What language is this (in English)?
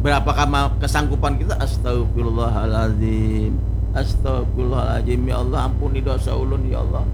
Banjar